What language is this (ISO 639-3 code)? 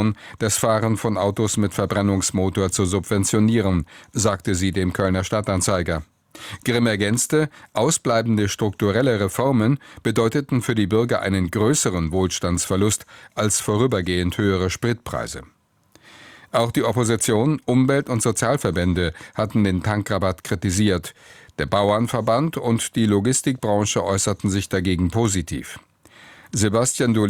deu